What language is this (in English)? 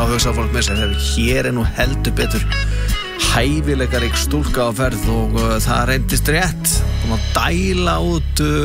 Icelandic